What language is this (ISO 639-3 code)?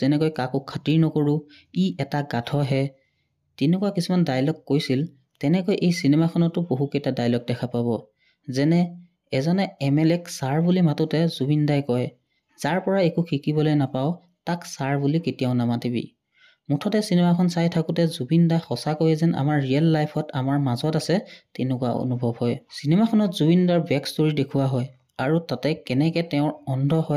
asm